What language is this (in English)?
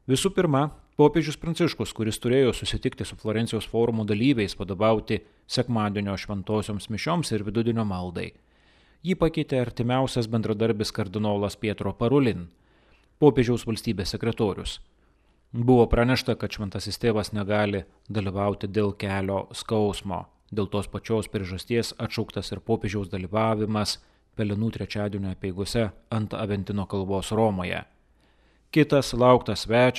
Lithuanian